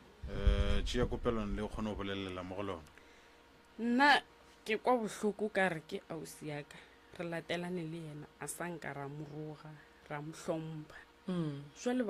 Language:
Northern Sotho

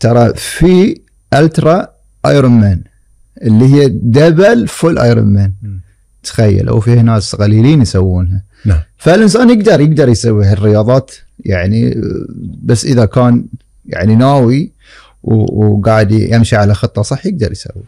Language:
Gulf Arabic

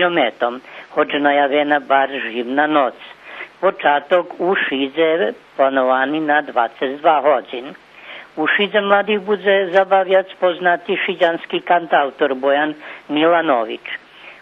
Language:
Rusyn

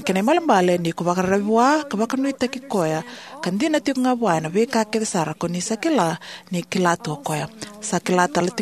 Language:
Fijian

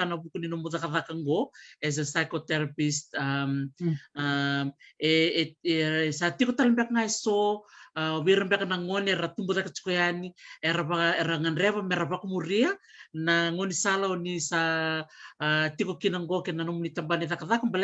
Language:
Fijian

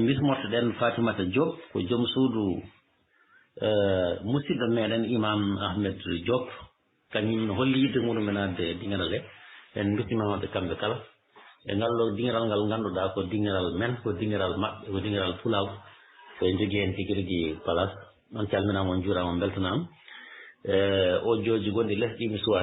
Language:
Fula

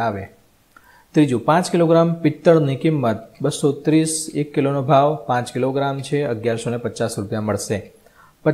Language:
Gujarati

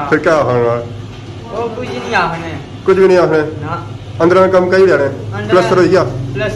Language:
Pahari-Potwari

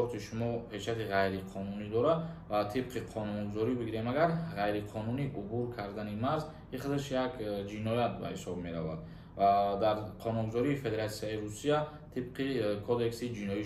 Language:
Tajik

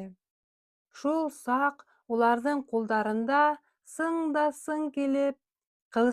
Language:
Bashkir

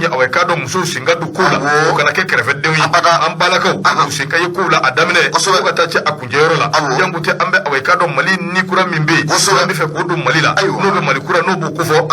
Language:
Bambara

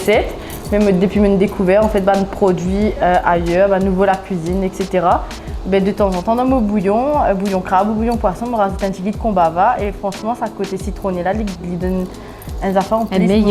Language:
Morisyen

